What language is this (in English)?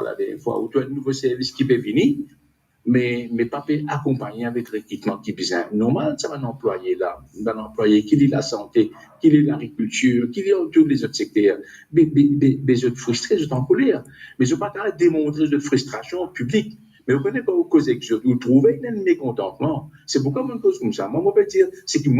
Morisyen